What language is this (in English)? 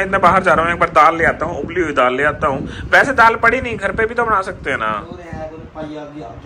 Hindi